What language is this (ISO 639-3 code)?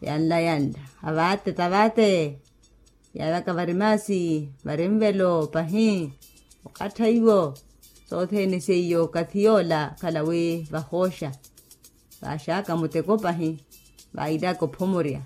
vmw